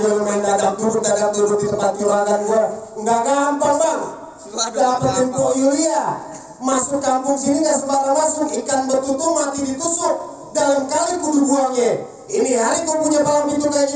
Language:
Betawi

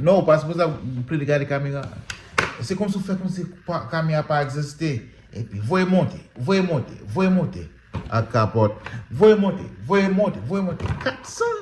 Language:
Haitian Creole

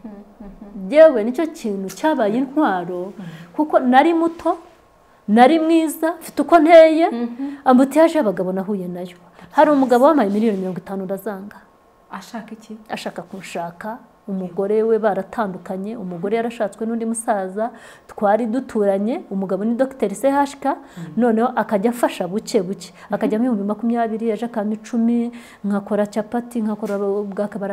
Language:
Kinyarwanda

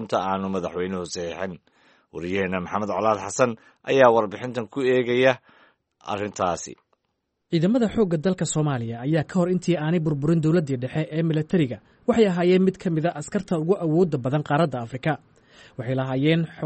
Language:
Somali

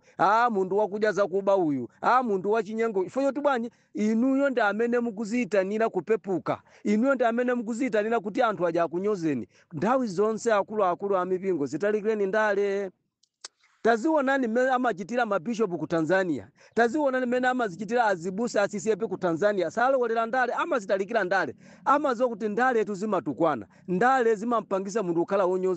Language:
Nyanja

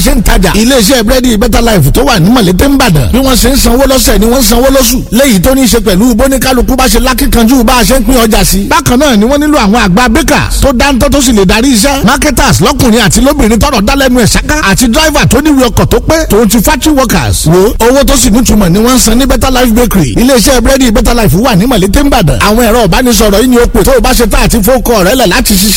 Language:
Yoruba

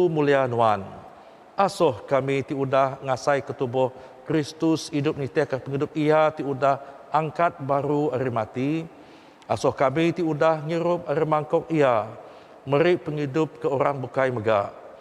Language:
Iban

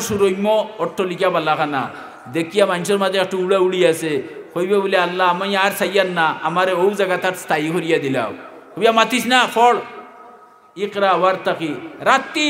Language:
Sylheti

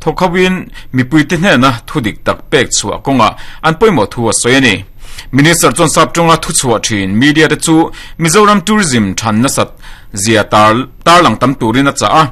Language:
Mizo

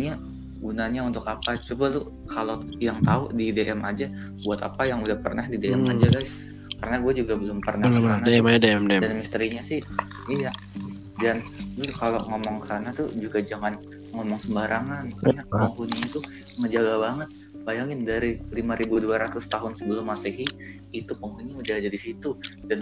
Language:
Indonesian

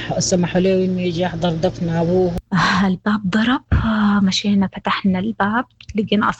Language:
Sudanese Arabic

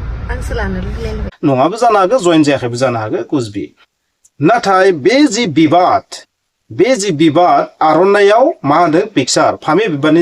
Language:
Bodo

